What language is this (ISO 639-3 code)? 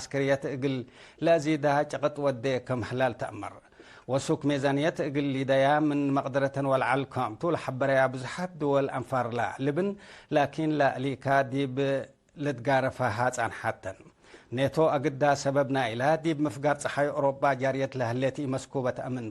tig